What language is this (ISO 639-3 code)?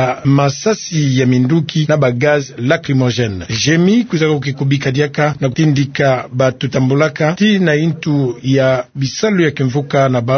ktu